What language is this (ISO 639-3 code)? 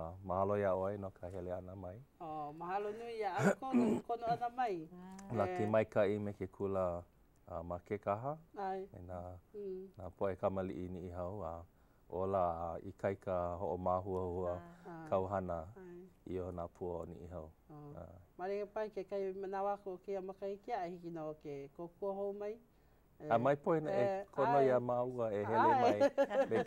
haw